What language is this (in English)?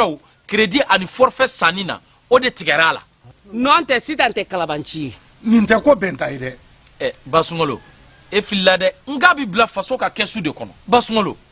Bambara